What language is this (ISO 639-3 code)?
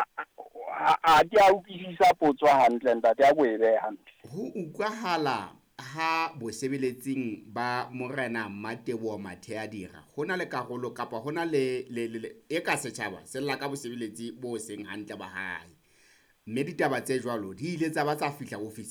sot